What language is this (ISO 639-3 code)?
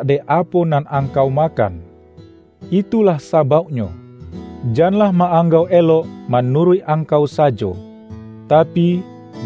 min